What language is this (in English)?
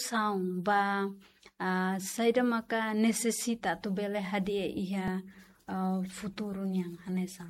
Tetum